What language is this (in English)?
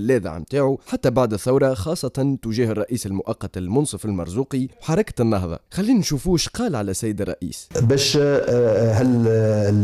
Tunisian Arabic